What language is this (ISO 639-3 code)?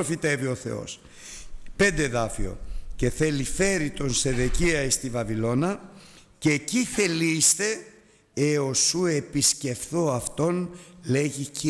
ell